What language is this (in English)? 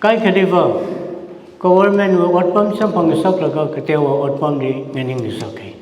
Tangkhul Naga (India)